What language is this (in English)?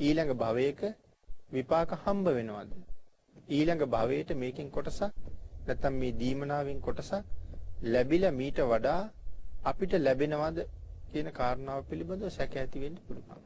Sinhala